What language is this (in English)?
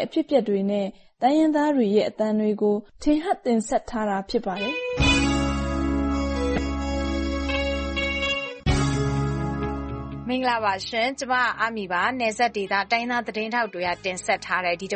Burmese